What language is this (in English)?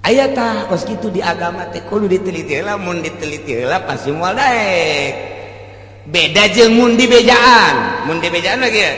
Sundanese